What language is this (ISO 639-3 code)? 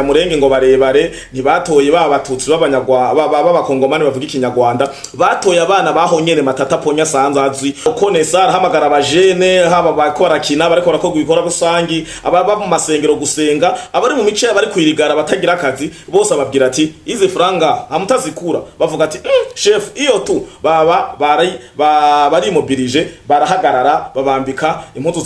run